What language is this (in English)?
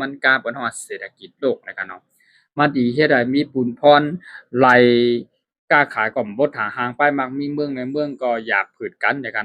Shan